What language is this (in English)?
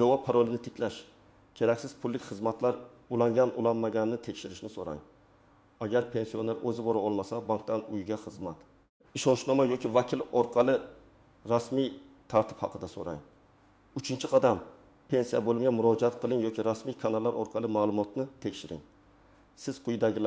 Uzbek